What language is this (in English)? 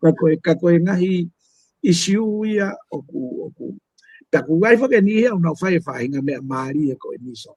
Tongan